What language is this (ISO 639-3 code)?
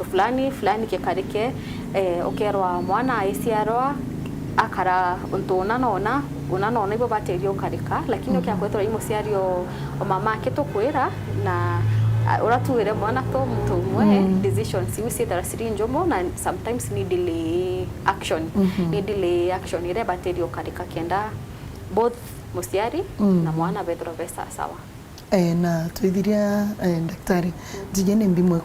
mer